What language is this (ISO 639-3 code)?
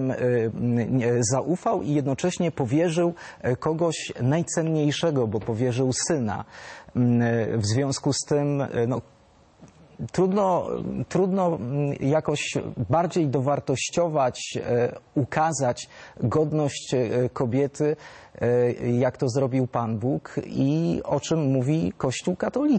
pol